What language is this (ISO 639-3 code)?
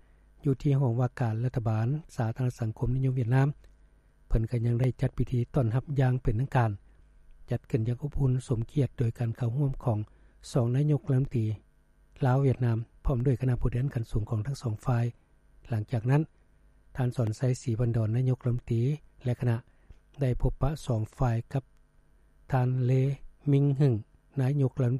lao